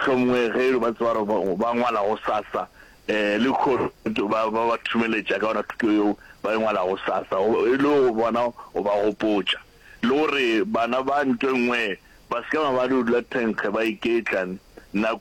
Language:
Northern Sotho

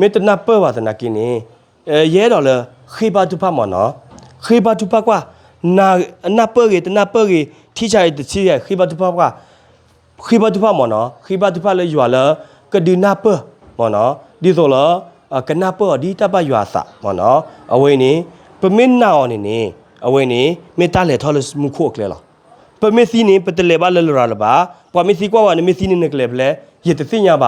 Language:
S'gaw Karen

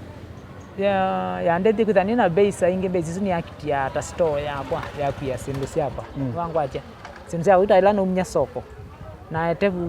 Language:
Kamba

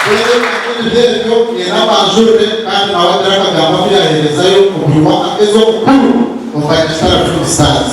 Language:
Nyankole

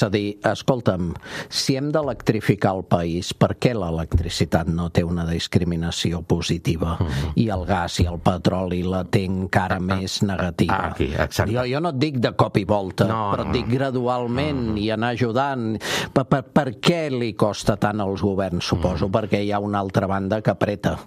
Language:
Catalan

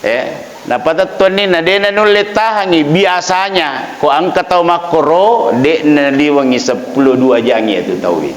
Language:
Buginese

